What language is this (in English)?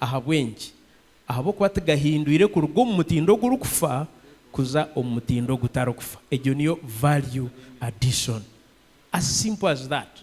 Nyankole